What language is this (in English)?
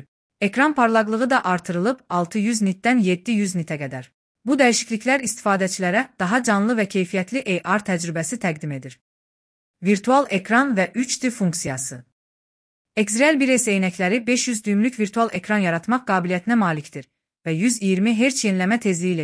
Azerbaijani